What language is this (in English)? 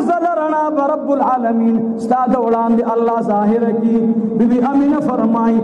Pashto